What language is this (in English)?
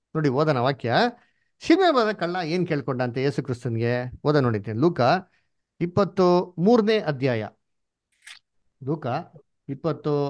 Kannada